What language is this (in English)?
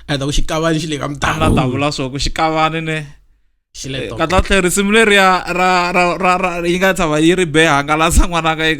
Tsonga